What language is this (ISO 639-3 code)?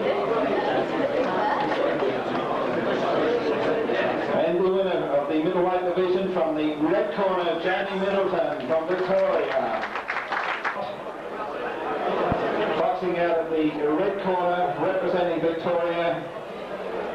eng